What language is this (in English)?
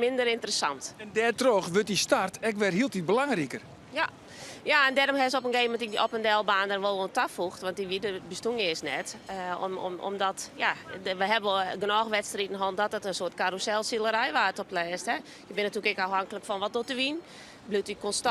Western Frisian